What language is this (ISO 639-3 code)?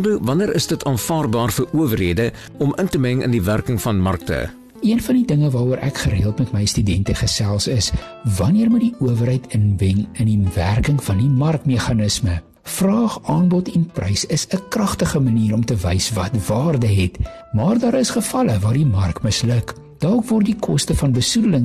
afr